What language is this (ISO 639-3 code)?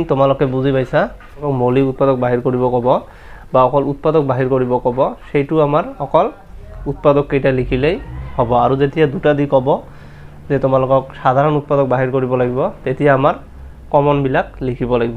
asm